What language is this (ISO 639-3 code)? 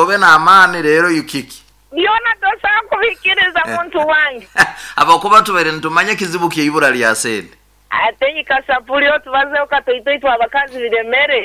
nyn